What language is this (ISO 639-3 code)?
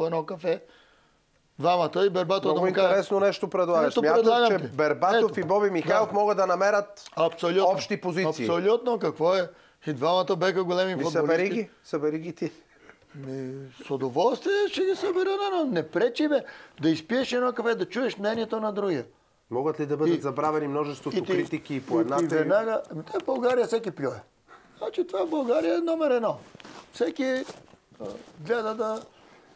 bul